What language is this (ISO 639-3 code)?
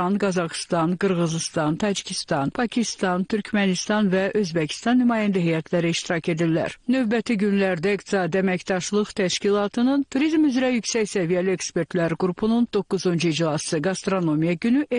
aze